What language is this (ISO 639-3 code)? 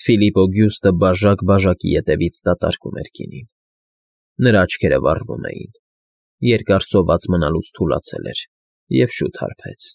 hye